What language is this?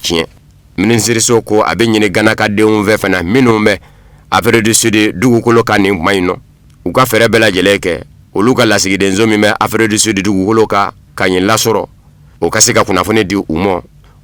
Bambara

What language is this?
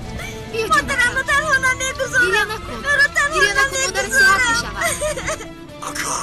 Tajik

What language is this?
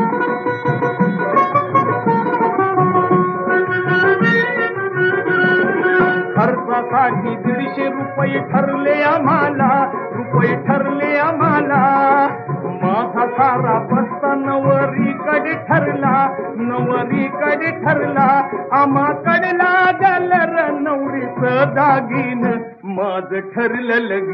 Marathi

